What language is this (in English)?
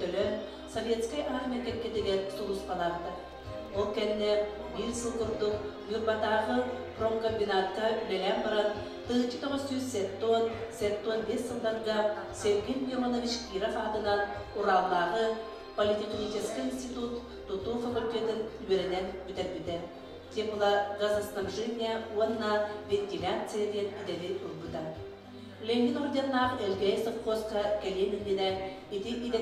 Yakut